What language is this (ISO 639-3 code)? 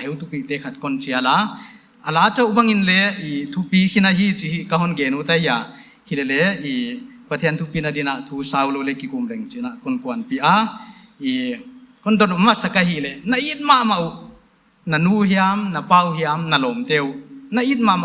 pck